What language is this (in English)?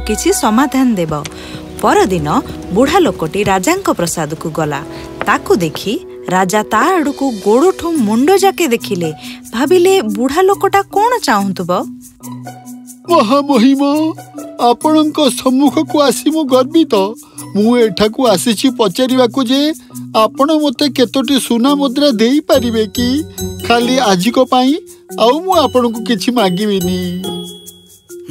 Odia